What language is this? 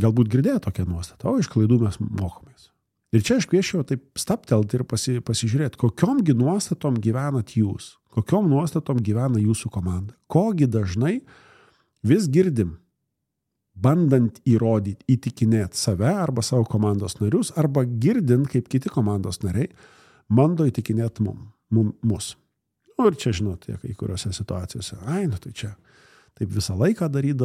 Lithuanian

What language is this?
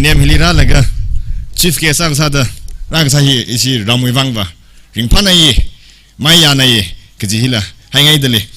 Tangkhul Naga (India)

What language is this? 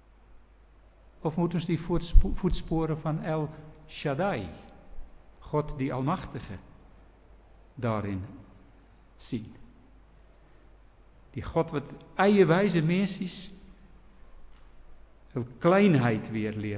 Afrikaans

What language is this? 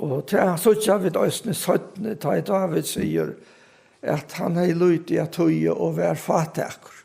Faroese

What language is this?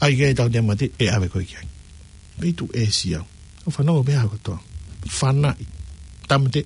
Tongan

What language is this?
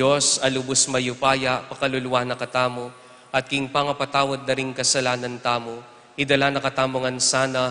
Pampanga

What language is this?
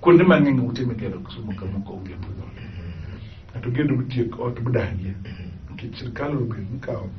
Luo (Kenya and Tanzania)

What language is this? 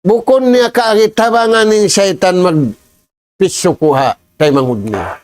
Tausug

